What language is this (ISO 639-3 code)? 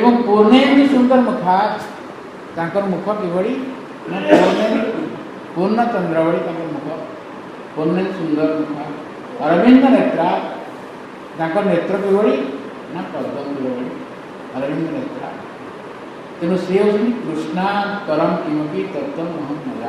ori